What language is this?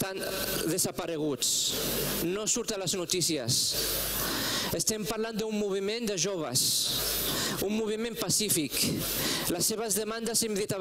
Catalan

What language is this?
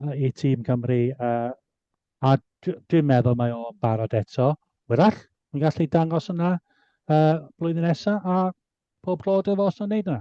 Welsh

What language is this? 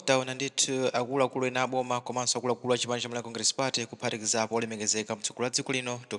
Nyanja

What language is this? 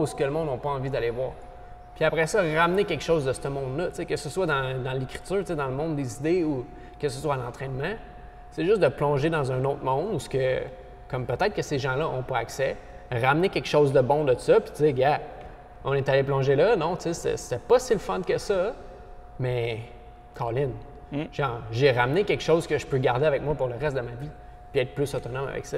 French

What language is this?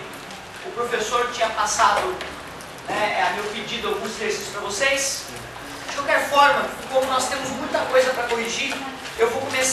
Portuguese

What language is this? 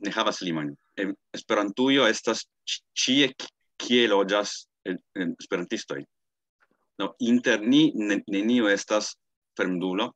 Esperanto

